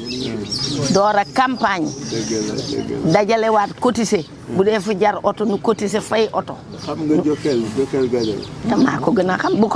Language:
Wolof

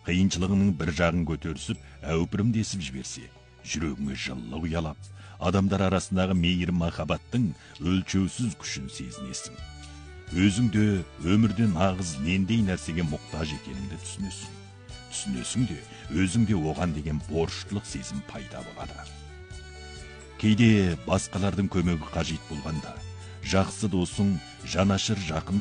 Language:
Kazakh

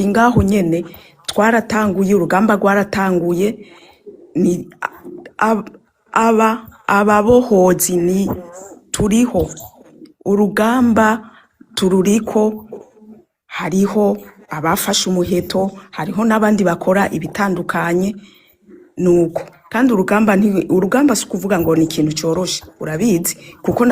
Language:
Rundi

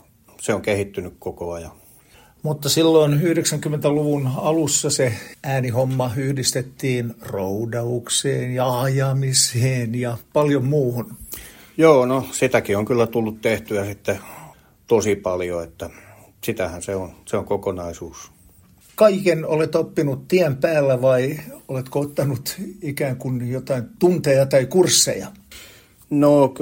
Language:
Finnish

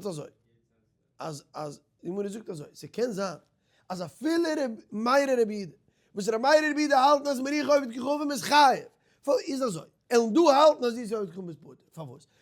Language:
Yiddish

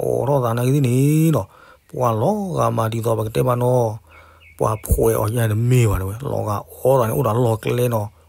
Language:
S'gaw Karen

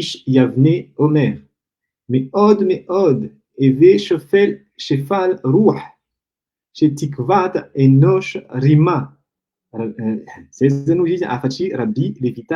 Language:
Malagasy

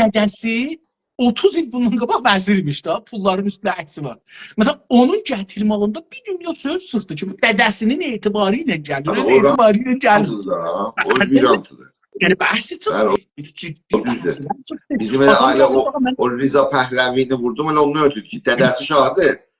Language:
South Azerbaijani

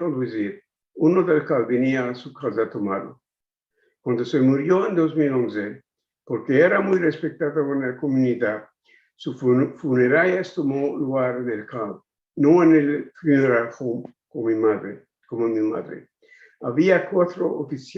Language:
Ladino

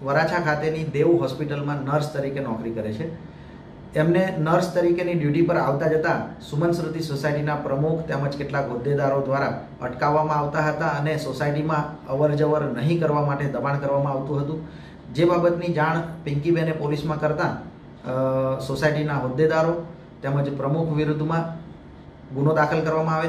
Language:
Gujarati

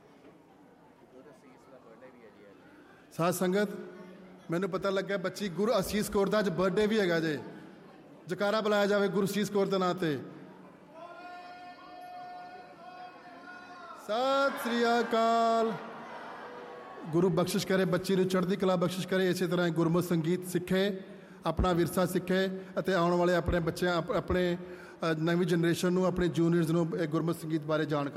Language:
Punjabi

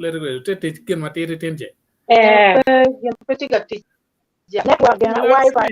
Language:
Acoli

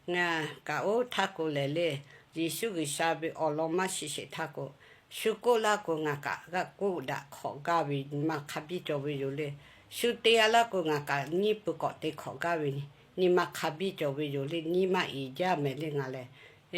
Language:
Lahu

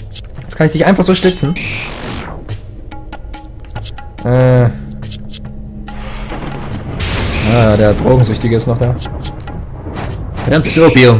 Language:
German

